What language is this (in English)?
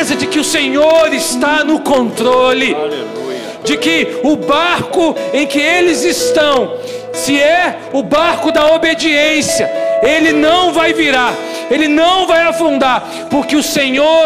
Portuguese